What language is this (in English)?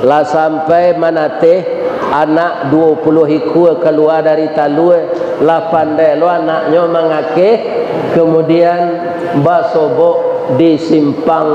Minangkabau